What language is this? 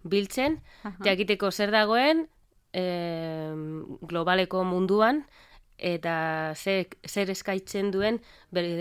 Basque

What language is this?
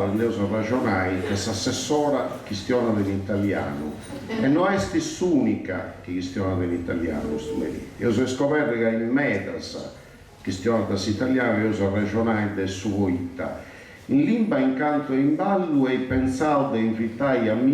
Sardinian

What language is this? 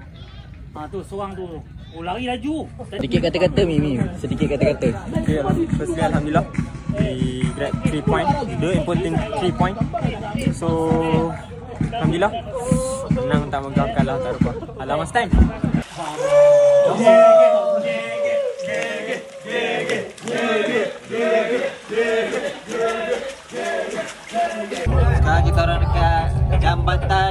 Malay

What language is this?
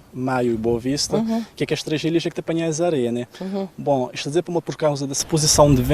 Kabuverdianu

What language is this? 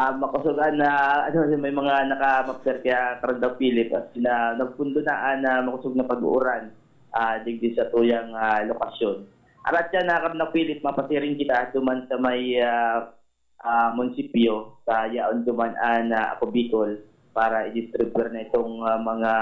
Bikol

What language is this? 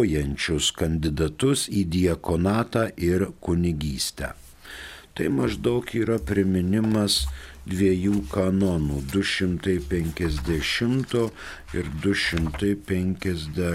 Lithuanian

